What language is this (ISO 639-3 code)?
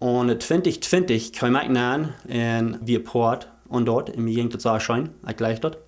pdt